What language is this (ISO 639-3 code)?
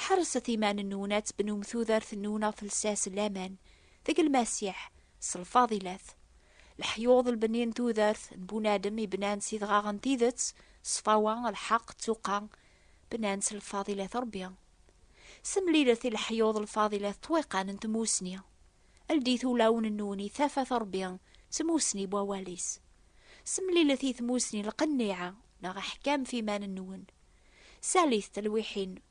kab